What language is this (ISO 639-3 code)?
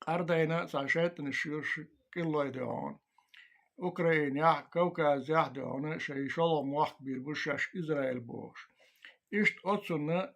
che